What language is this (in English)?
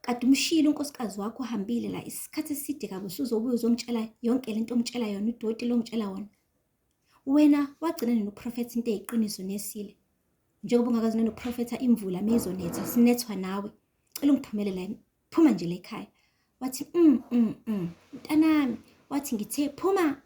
Zulu